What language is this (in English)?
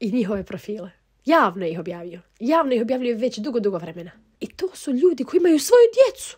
Bosnian